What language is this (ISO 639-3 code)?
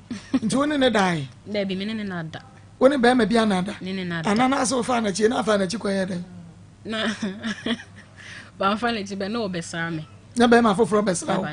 aka